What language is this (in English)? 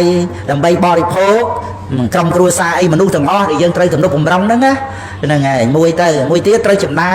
Khmer